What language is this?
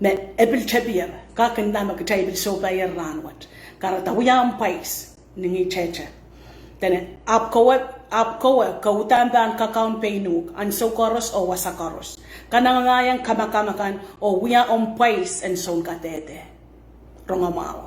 Pohnpeian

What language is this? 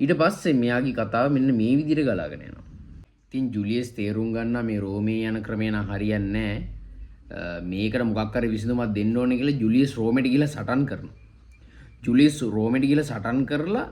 Sinhala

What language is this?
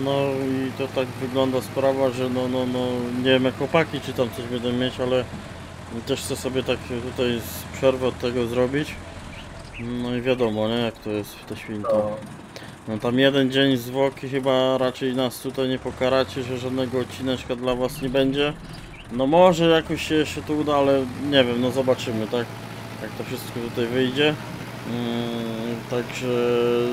Polish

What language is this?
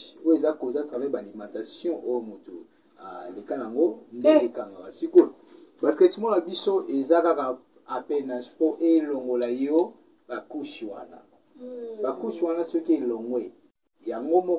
Lingala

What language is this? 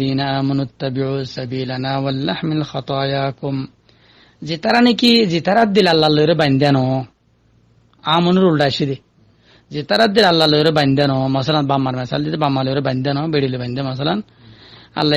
Rohingya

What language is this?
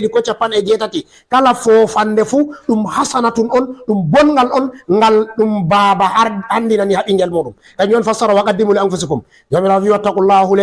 Fula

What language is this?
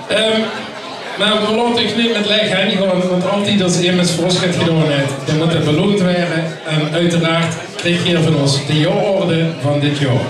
Limburgish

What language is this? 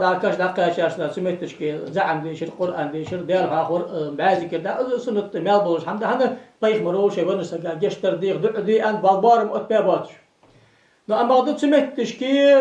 Ingush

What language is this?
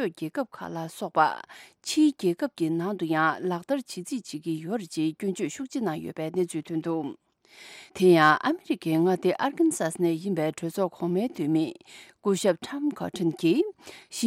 Tibetan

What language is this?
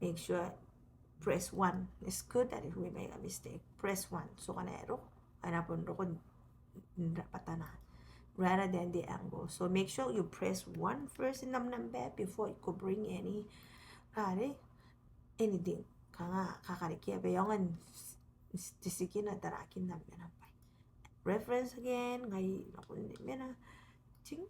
Gilbertese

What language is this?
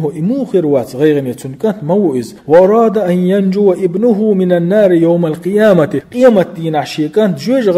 Chechen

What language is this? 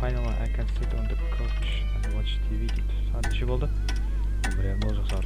Kara-Kalpak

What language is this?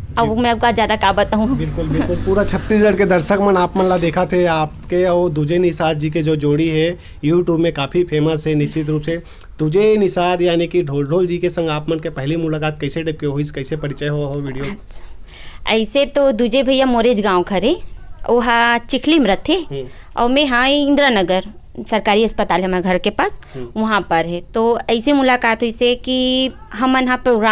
Chhattisgarhi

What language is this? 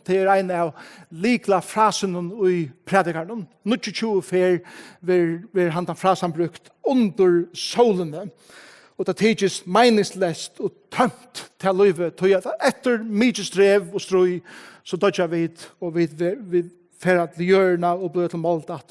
Faroese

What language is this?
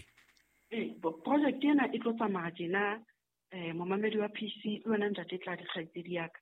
Southern Sotho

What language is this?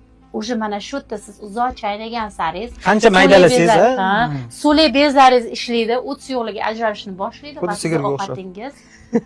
Uzbek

